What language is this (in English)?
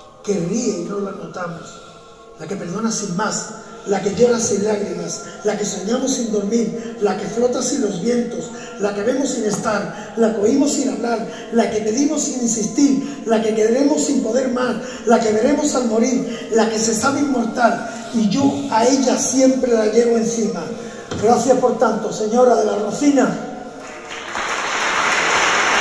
Spanish